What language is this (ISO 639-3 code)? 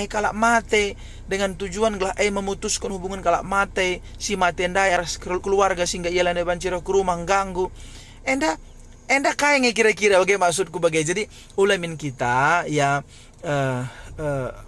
btx